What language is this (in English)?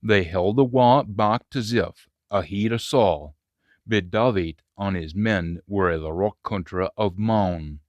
Scots